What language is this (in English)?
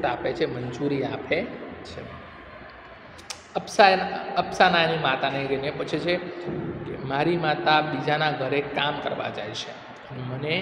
Gujarati